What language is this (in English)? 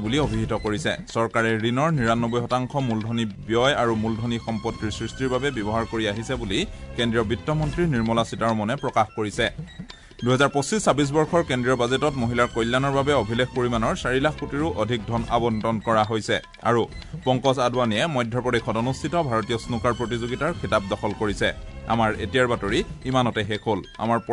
Assamese